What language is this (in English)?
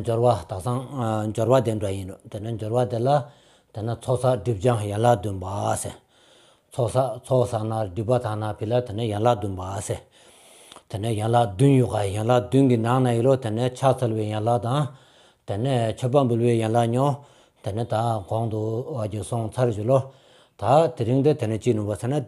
Stod Bhoti